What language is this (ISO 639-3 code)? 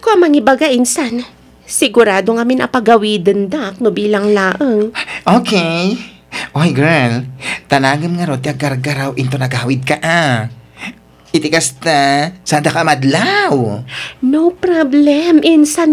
ilo